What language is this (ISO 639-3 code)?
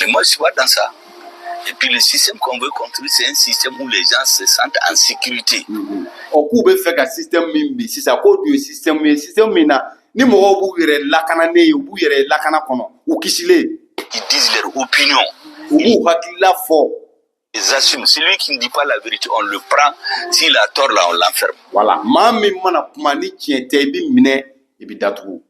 bam